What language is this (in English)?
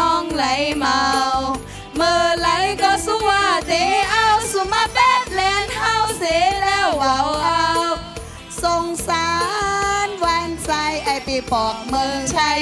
Shan